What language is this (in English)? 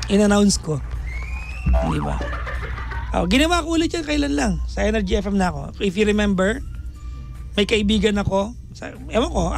Filipino